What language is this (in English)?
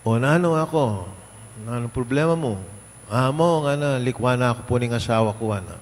Pampanga